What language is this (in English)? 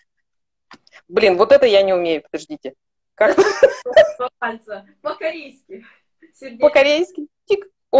Russian